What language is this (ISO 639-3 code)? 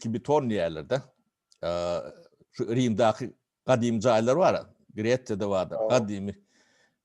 tuk